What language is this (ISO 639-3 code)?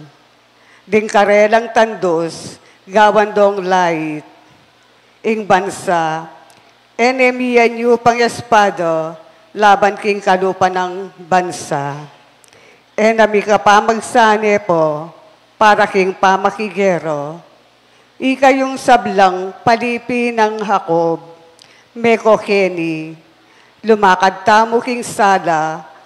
pam